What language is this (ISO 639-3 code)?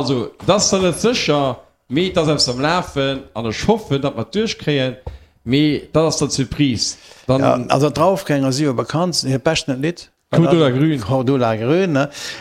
ltz